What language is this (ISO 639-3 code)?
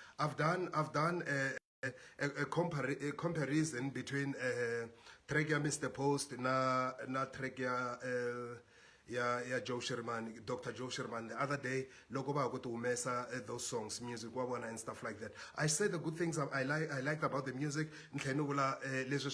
tso